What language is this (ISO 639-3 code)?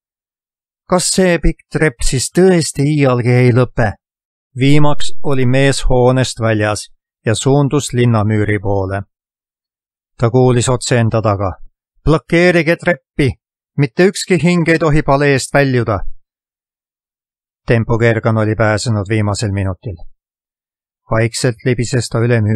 est